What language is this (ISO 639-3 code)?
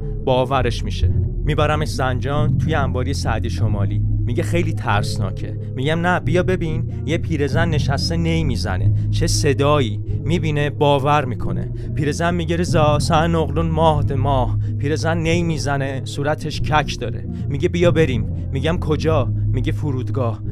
fas